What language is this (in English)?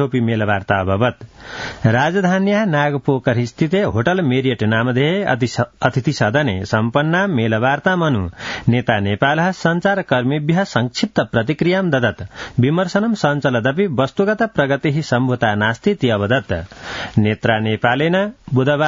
Sanskrit